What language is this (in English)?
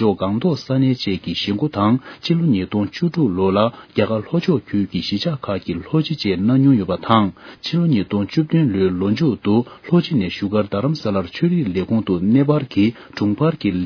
Tibetan